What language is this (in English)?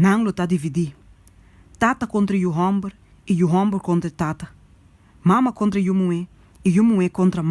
Papiamento